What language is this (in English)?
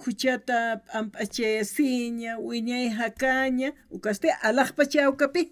Aymara